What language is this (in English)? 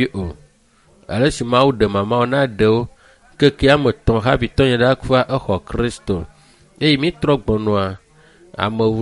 Ewe